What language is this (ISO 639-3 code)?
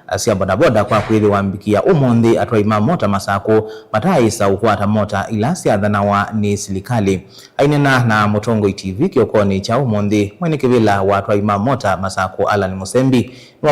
kam